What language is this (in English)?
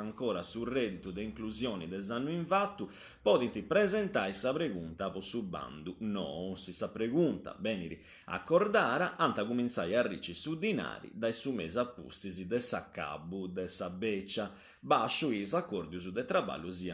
Sardinian